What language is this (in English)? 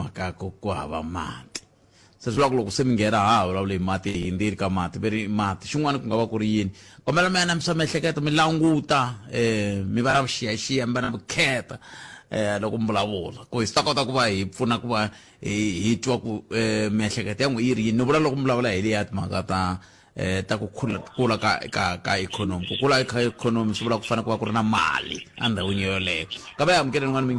Tsonga